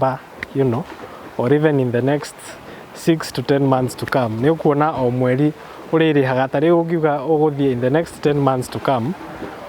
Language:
Kikuyu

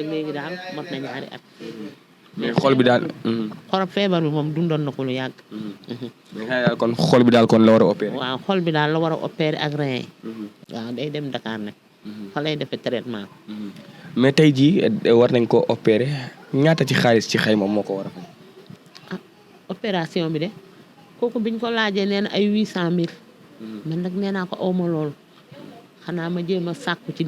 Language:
Wolof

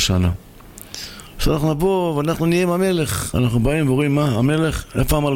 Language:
Hebrew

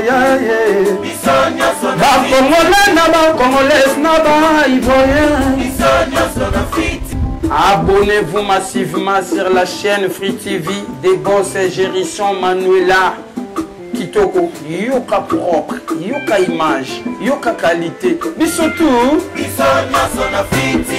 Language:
Lingala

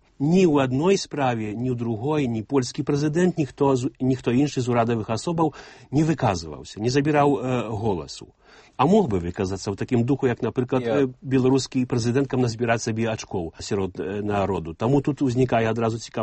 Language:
Belarusian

